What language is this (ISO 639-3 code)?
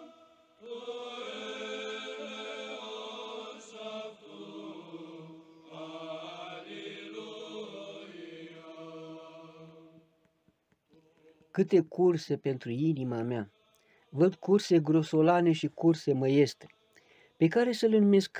ron